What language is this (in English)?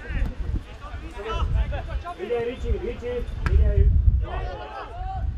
Hungarian